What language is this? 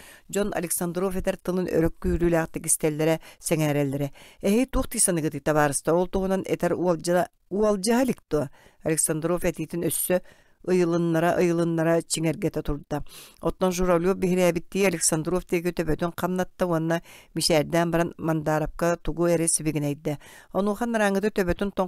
Yakut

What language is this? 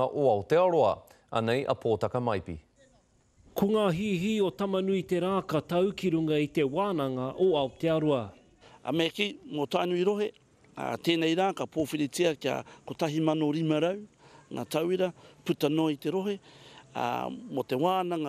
Māori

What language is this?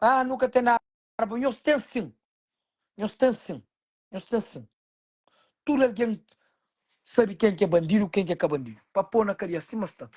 Kabuverdianu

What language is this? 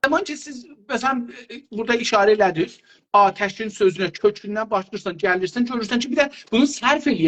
South Azerbaijani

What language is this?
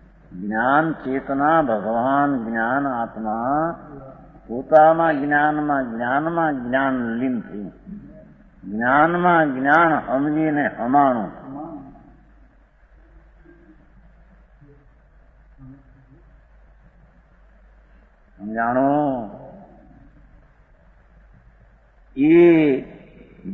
Gujarati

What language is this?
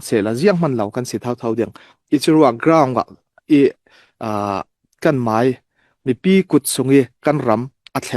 Falam Chin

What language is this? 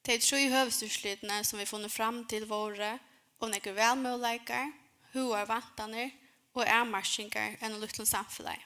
Faroese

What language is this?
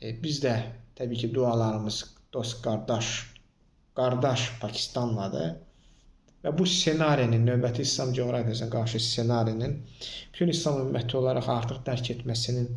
Azerbaijani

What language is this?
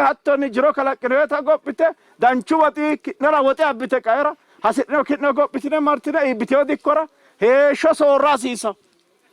Sidamo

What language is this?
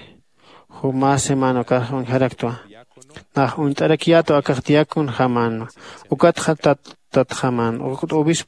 Aymara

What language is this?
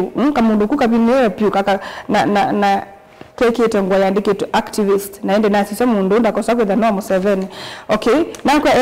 Kamba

